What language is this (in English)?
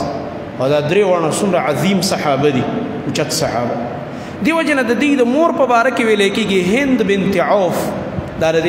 Pashto